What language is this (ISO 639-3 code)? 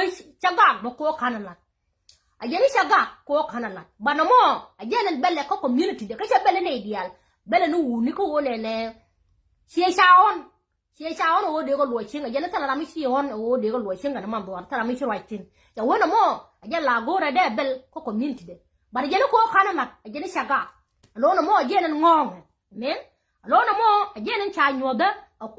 nus